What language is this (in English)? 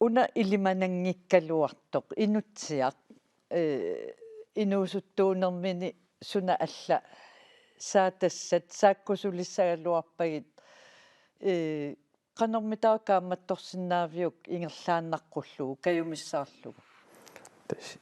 Kalaallisut